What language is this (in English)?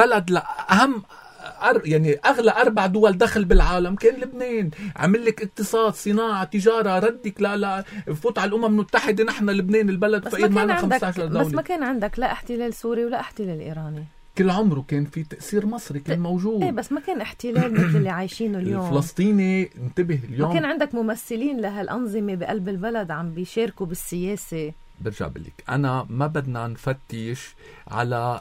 North Levantine Arabic